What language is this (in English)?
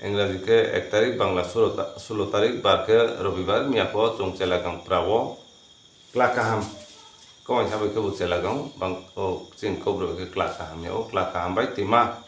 Riang (India)